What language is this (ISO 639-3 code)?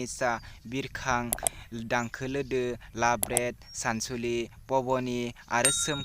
brx